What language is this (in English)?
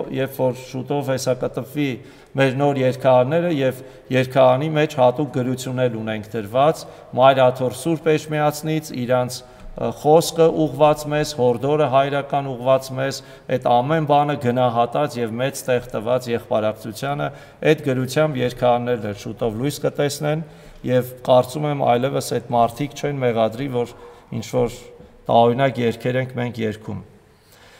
Armenian